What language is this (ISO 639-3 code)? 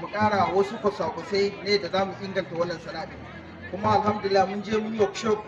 hau